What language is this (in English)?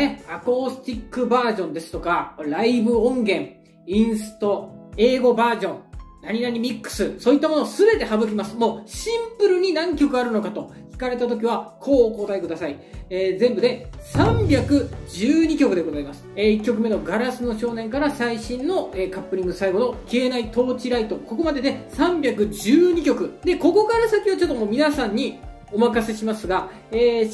Japanese